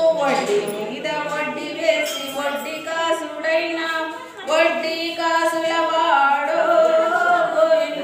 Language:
Telugu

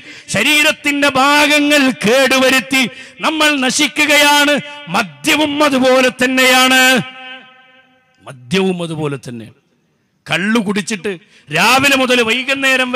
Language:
Malayalam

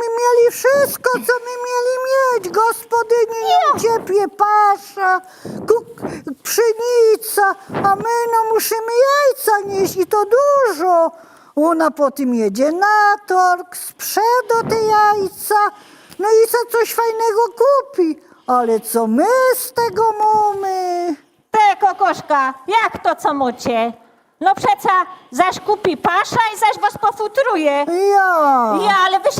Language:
Silesian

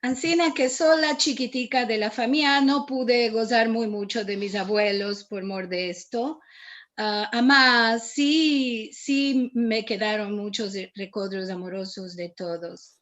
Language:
Ladino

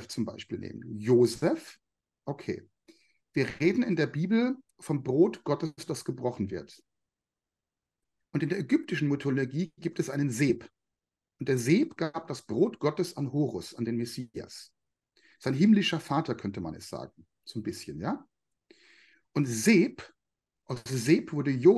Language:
German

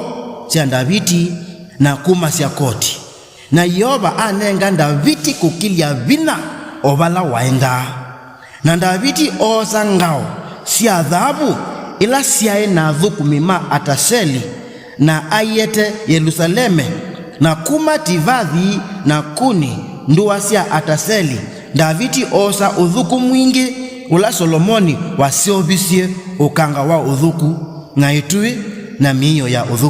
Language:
Kamba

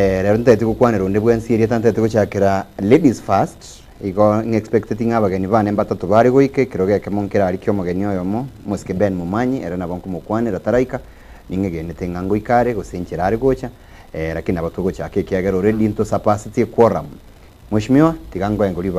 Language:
Gusii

